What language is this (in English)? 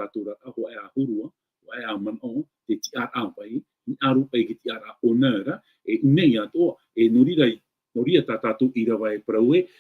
Tahitian